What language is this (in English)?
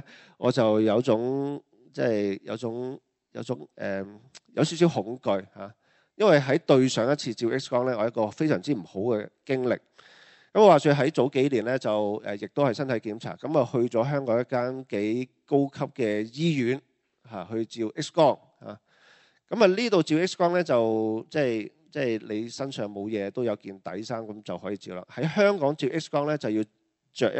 Cantonese